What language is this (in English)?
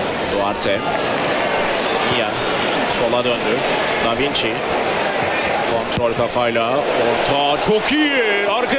Turkish